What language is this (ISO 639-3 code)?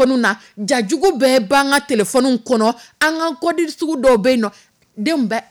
dyu